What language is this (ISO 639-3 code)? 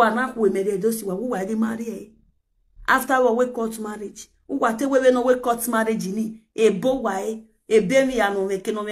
pcm